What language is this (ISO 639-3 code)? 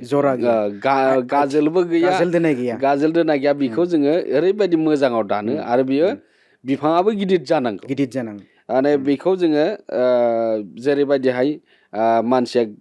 brx